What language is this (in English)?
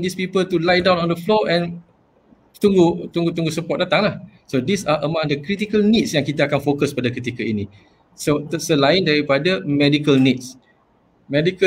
Malay